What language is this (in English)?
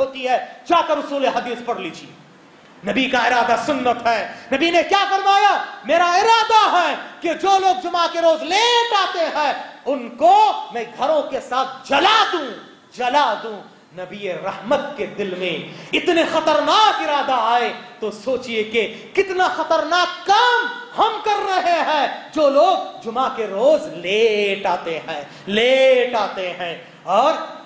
Urdu